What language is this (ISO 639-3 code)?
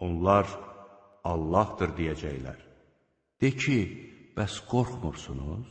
aze